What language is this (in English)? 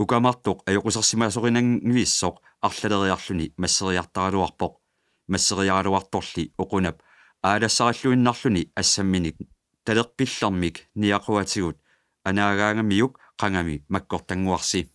Kalaallisut